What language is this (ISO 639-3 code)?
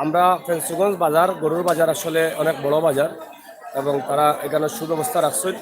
syl